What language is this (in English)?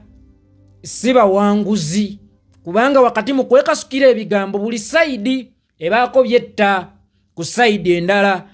Ganda